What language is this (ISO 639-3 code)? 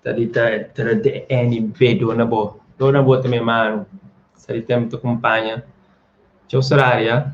kea